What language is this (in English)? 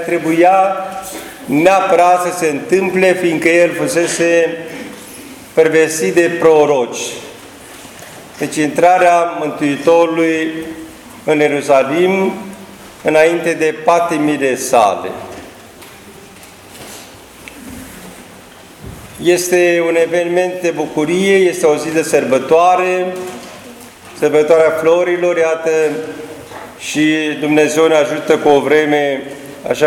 Romanian